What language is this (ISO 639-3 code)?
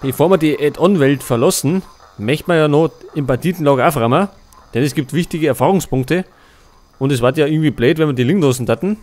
bar